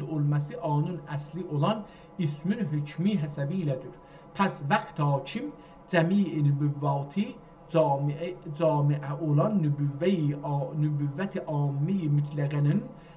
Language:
South Azerbaijani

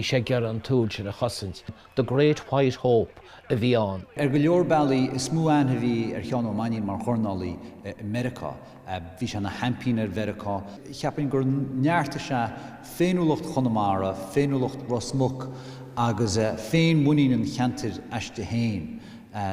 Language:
Irish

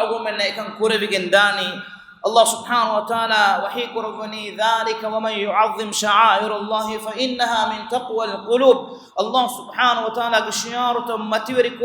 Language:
Divehi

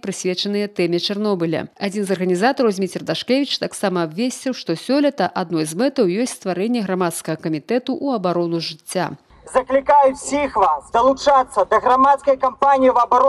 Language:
Belarusian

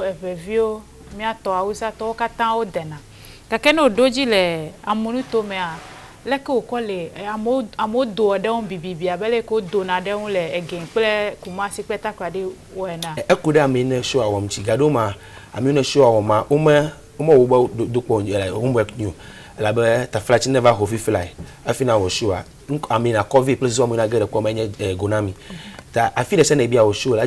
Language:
Ewe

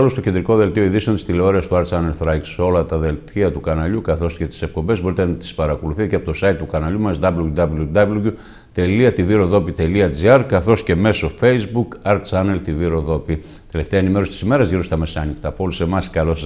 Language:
Greek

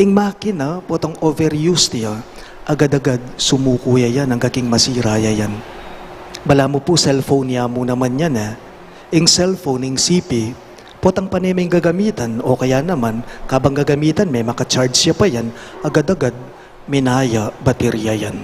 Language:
Pampanga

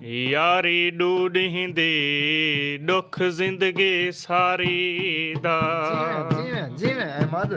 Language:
Saraiki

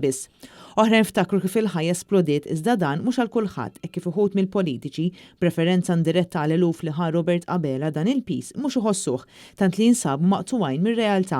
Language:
Maltese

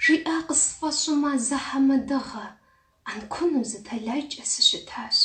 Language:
Kabardian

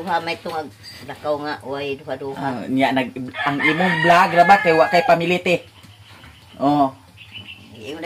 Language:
Cebuano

